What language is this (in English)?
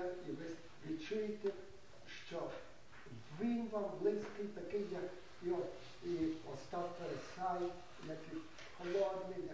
Ukrainian